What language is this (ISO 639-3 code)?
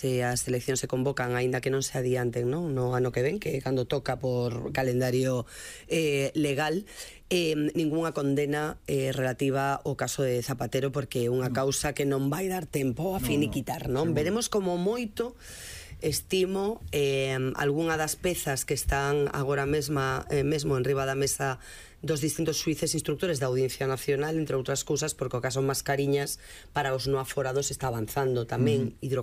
glg